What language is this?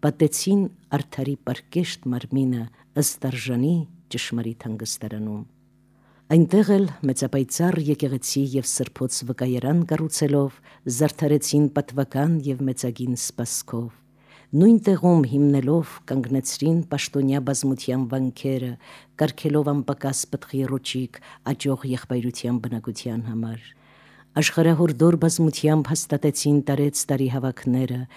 Armenian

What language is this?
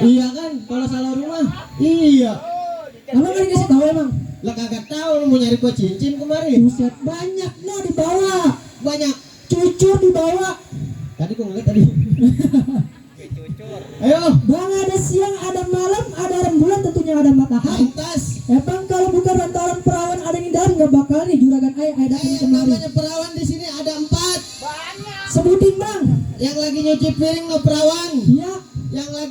Betawi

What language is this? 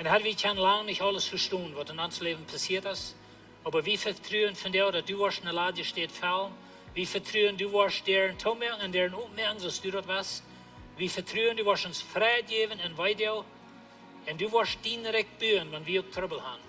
Plautdietsch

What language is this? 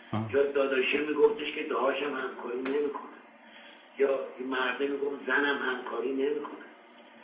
Persian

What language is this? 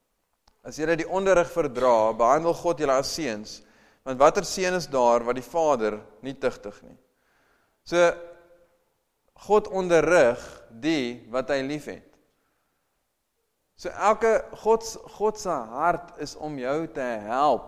Afrikaans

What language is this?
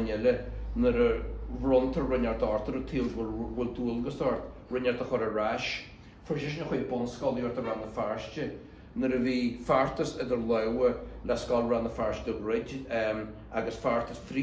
Irish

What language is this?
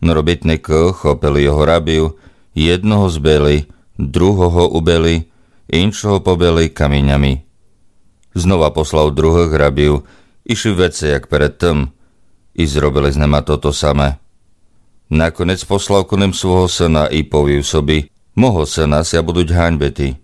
Rusyn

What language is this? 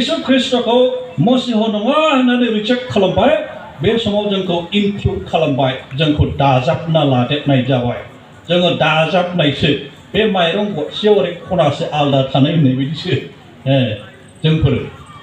Bodo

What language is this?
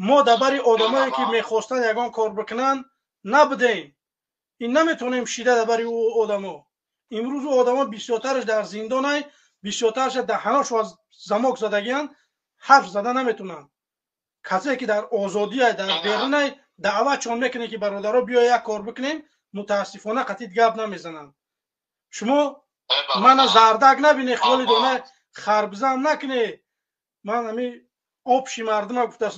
Tajik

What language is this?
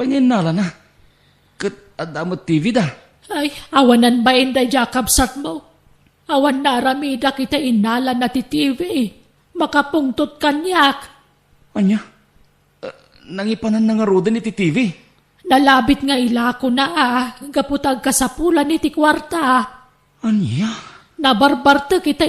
Iloko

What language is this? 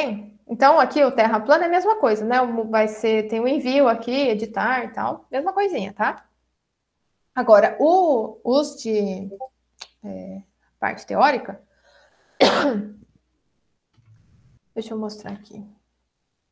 Portuguese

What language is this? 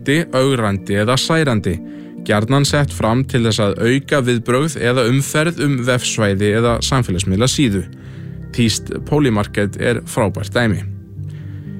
Icelandic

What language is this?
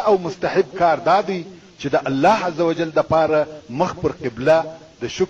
Pashto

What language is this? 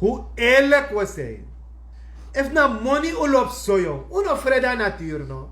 Sranan Tongo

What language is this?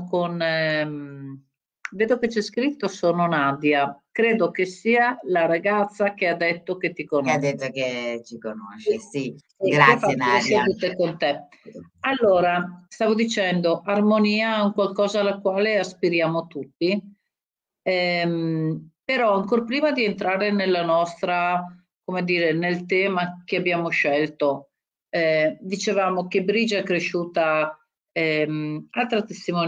Italian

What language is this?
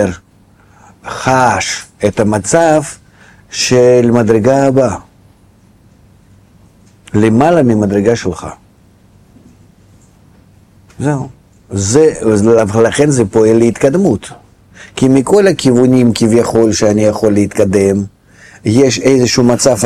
Hebrew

